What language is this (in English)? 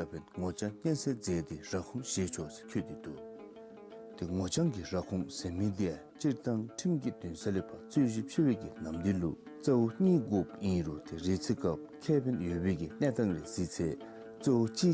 Dzongkha